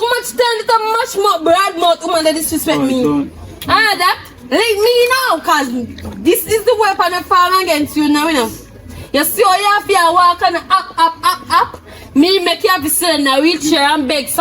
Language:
Jamaican Creole English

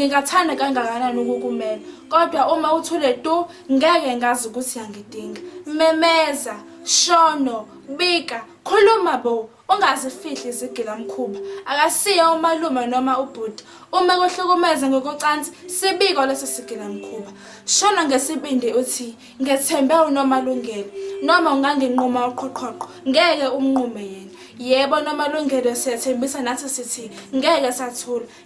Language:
Zulu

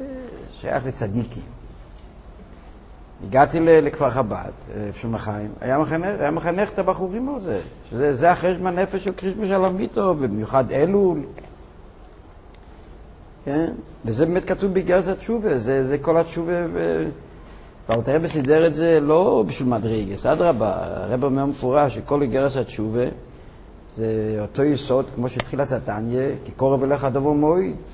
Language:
Hebrew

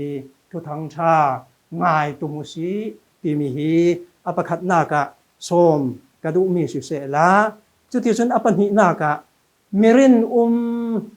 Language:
Falam Chin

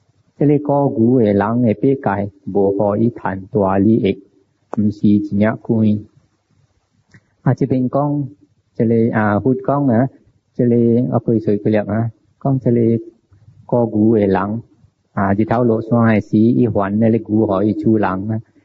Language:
Min Nan Chinese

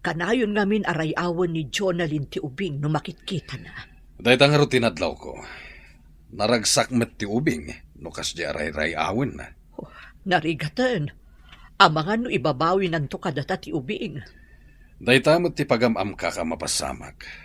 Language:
Iloko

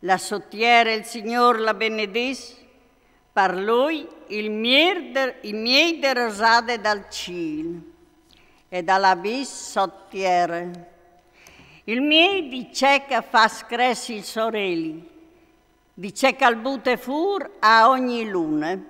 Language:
Friulian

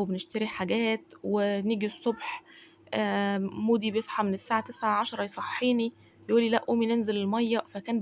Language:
Egyptian Arabic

